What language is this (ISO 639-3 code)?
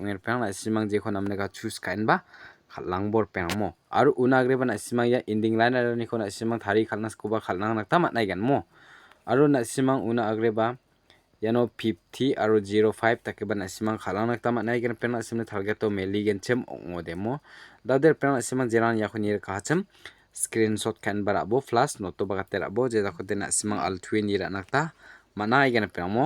grt